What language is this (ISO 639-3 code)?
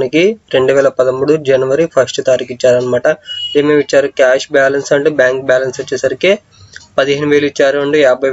tel